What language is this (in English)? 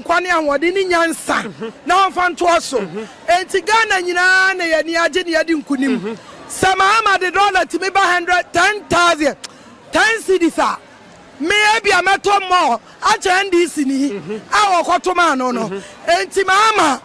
Akan